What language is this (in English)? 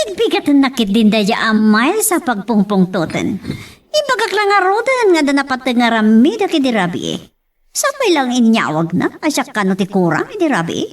Iloko